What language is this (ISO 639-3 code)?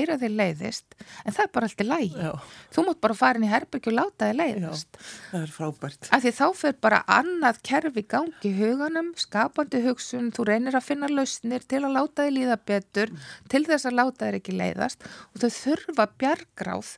isl